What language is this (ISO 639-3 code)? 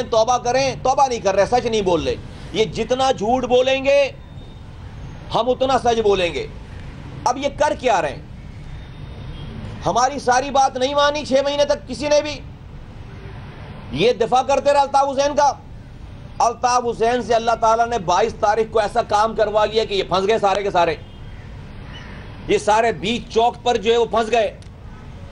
urd